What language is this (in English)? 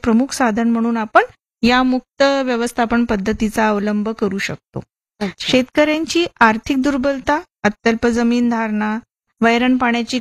Marathi